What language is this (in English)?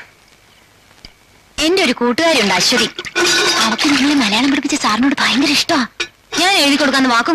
Malayalam